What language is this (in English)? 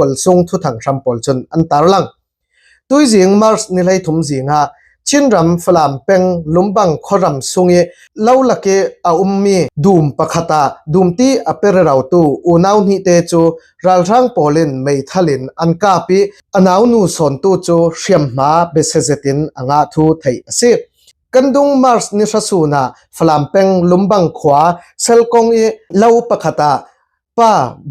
Falam Chin